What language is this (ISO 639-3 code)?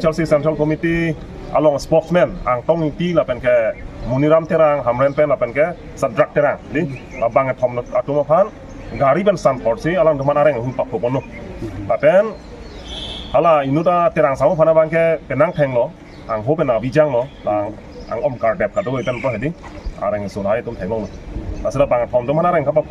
mjw